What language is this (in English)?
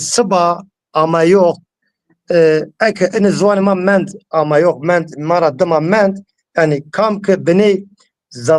Zaza